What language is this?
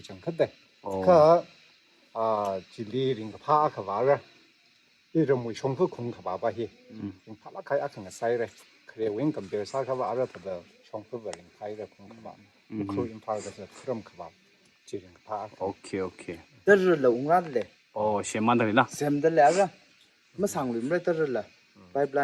Tangkhul Naga (India)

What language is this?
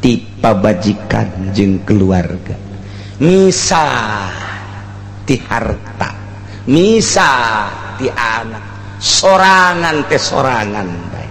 Sundanese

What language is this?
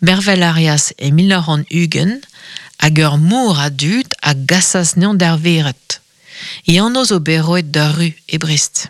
Breton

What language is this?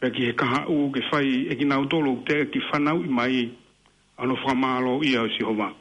Tongan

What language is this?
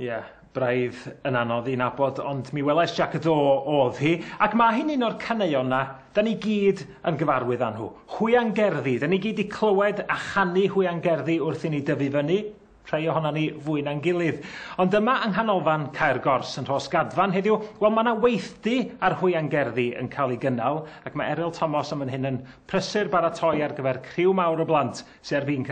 Welsh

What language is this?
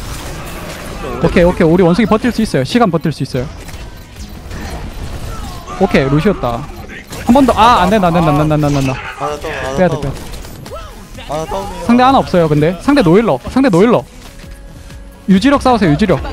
Korean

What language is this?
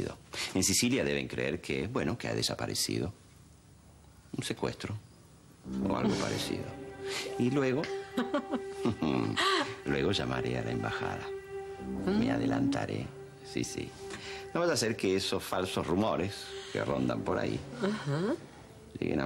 Spanish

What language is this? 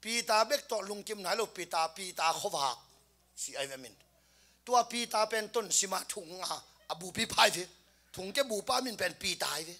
Tedim Chin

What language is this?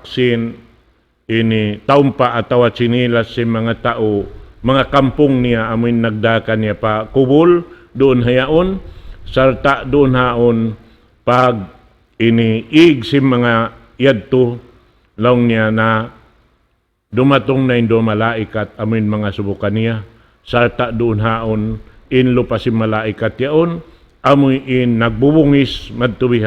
Tausug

